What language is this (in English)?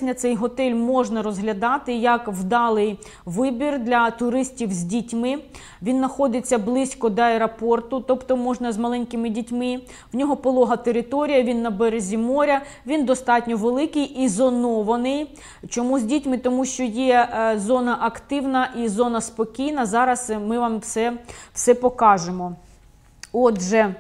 Ukrainian